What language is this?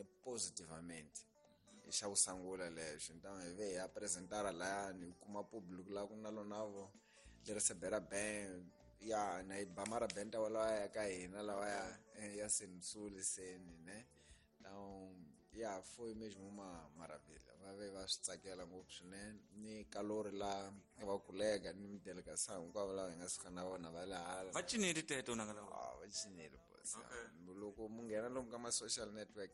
Tsonga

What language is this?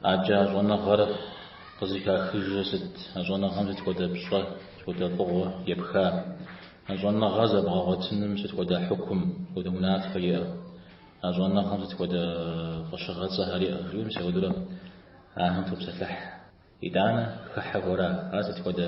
Kabardian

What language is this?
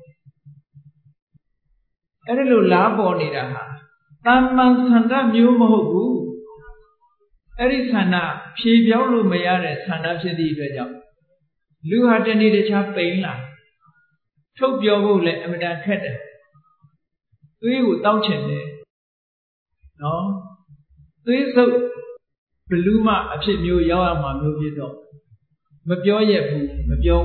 Burmese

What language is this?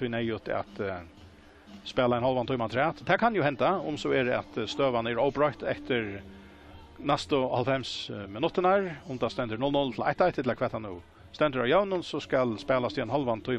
Faroese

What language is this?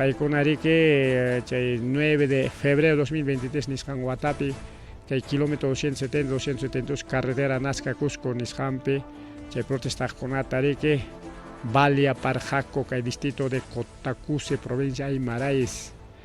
Ayacucho Quechua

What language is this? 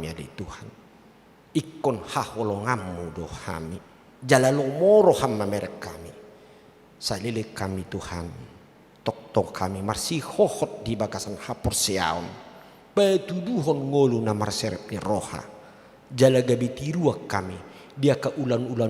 Batak Toba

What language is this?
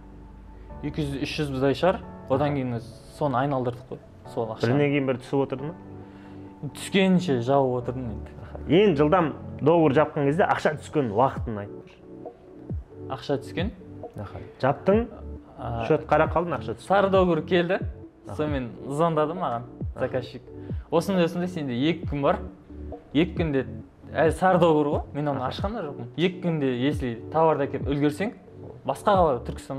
Kazakh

